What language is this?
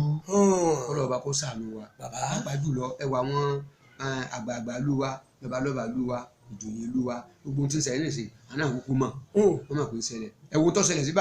Yoruba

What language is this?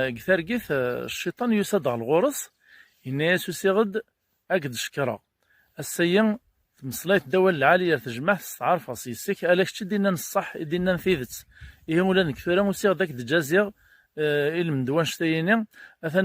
Kabyle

